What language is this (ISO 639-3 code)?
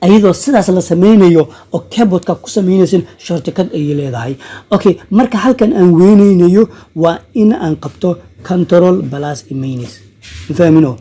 som